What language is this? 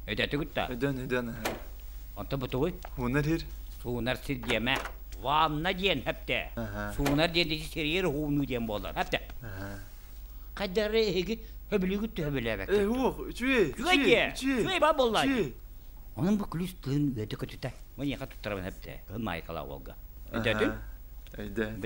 Yakut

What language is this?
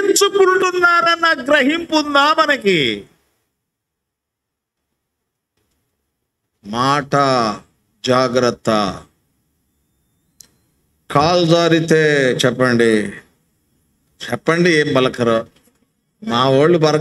Telugu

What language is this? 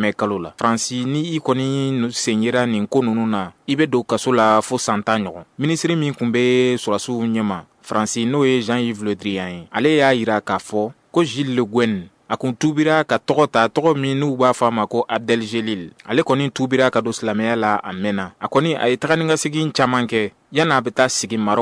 Bambara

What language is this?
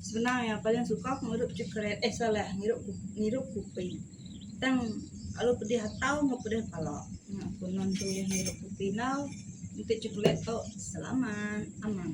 Iban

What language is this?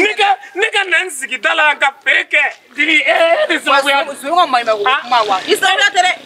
Bambara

